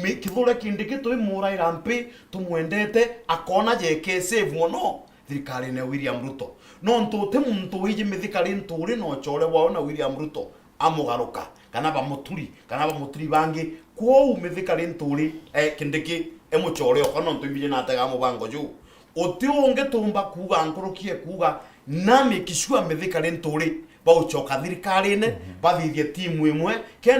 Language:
Meru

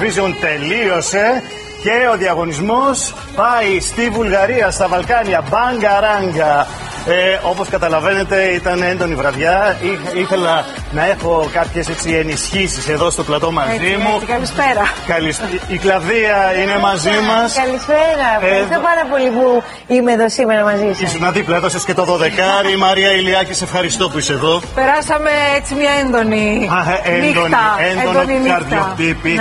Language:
Greek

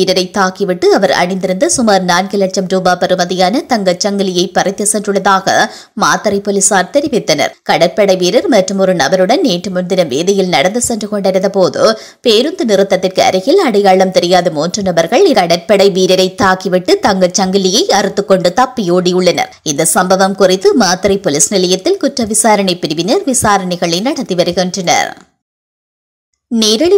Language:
Tamil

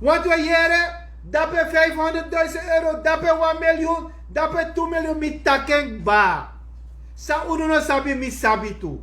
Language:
Sranan Tongo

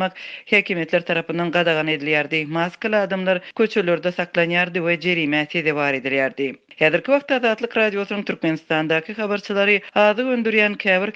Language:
Turkmen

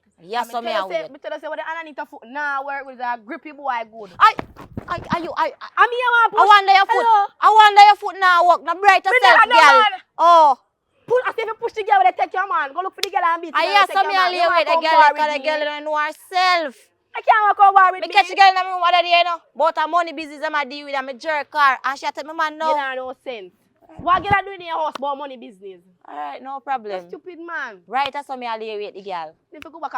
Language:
Jamaican Creole English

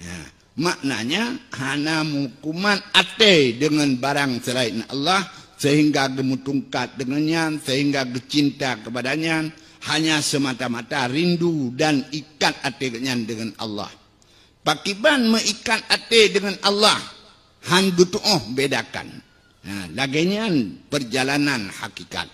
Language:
Achinese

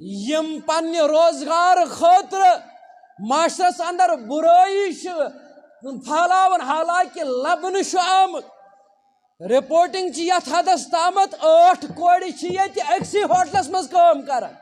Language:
Kashmiri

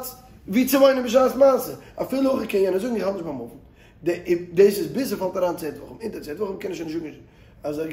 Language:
Yiddish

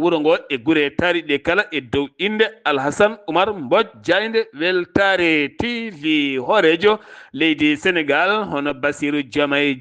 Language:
Fula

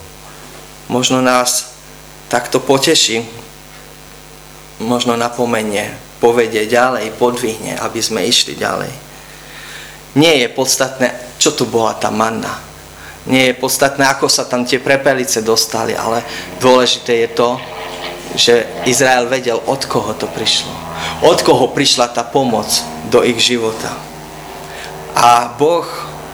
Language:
Slovak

